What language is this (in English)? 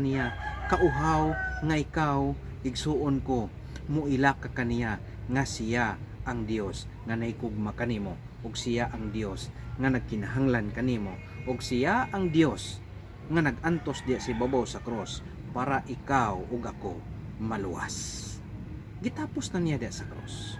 Cebuano